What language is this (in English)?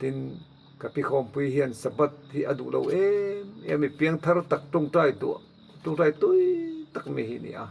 Mizo